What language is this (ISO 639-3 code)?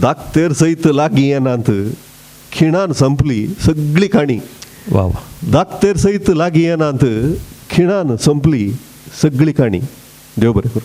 kok